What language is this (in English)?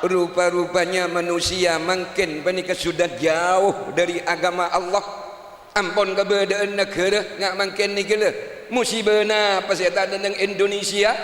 Madurese